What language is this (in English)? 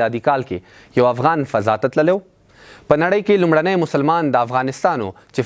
Pashto